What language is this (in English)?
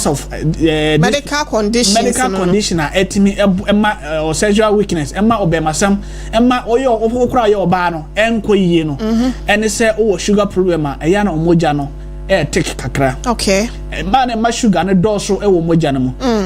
Akan